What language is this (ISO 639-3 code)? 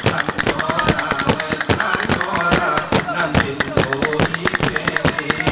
gay